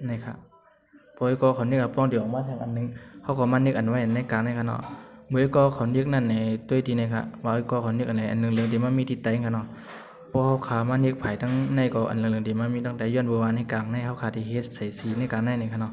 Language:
Shan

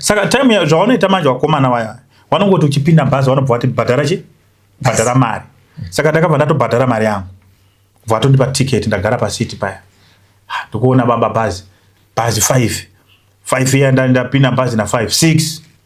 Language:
Shona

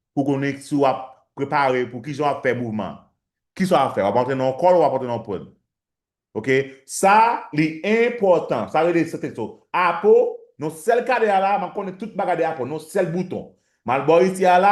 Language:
Haitian Creole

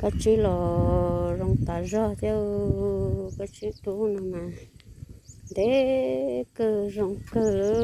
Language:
Hmong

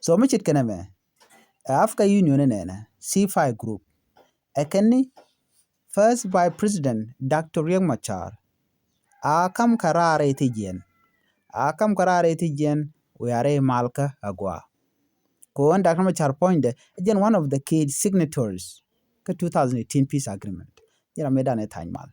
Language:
Nuer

